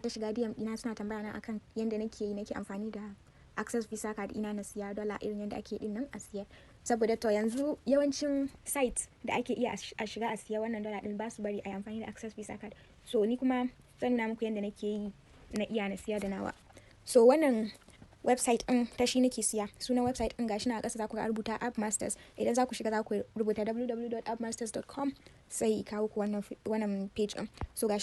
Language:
Hausa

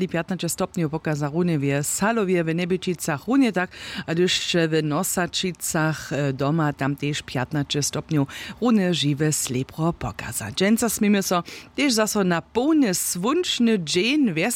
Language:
Upper Sorbian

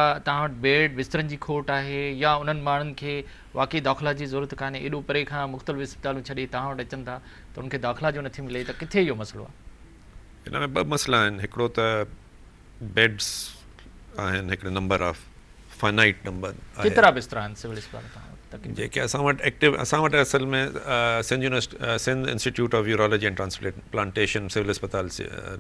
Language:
Sindhi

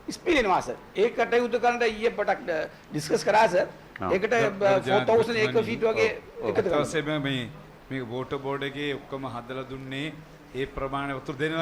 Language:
Sinhala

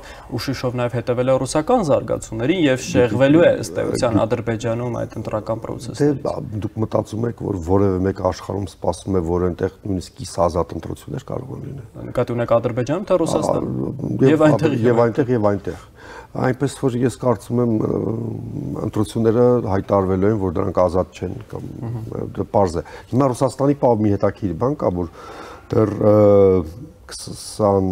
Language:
Armenian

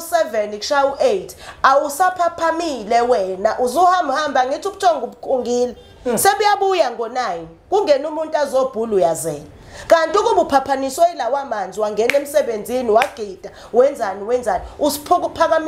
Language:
Zulu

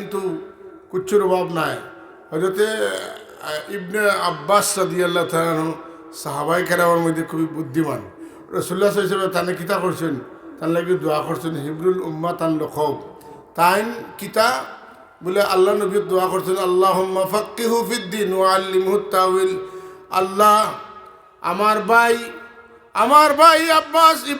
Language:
Sylheti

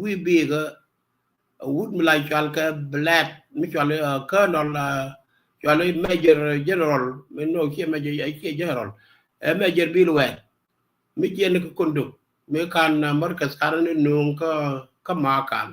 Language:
Nuer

